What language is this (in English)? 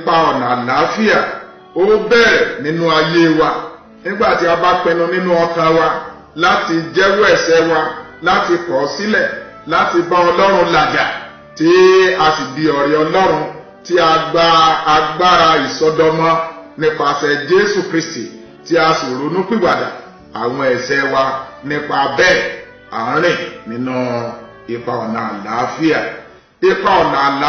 Yoruba